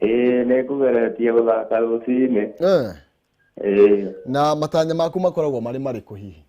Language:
Kikuyu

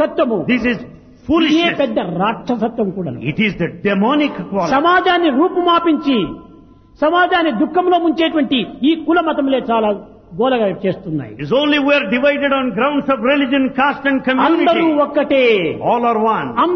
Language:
Telugu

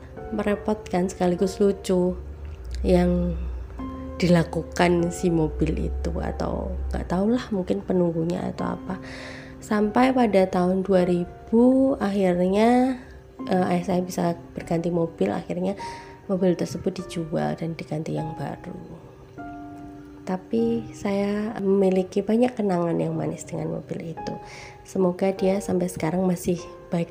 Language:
Indonesian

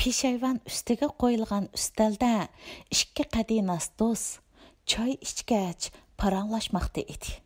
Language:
Uyghur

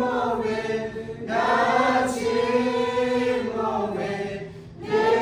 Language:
Lahu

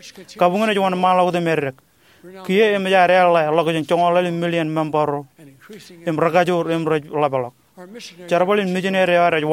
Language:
Marshallese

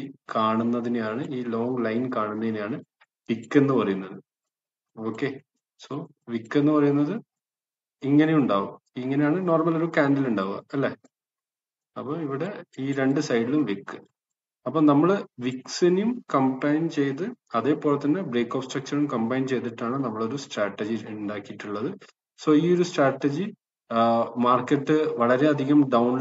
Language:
Malayalam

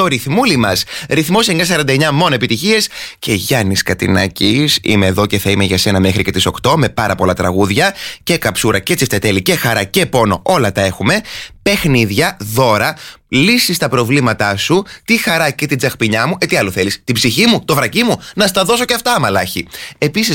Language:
Greek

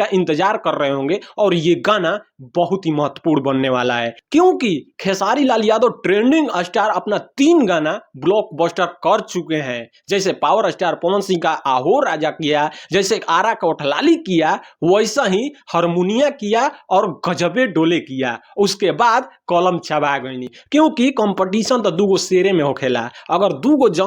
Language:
Bhojpuri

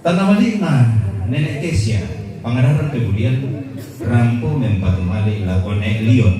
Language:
Toraja-Sa'dan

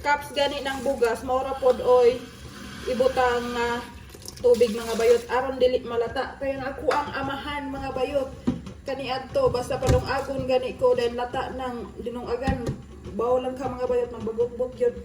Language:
Cebuano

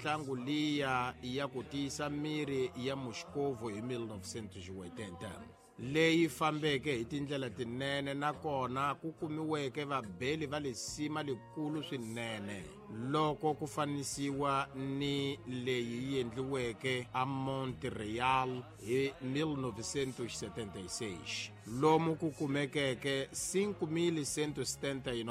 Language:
Tsonga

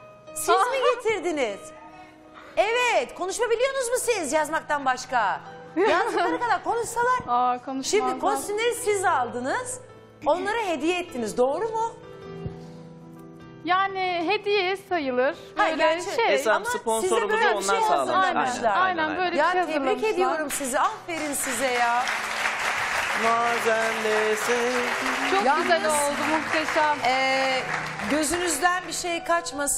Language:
Turkish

